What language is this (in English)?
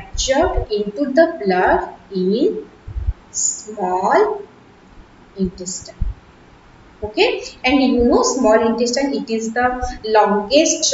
English